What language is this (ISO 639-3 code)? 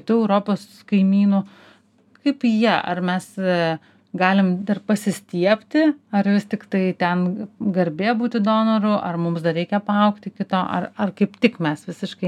lit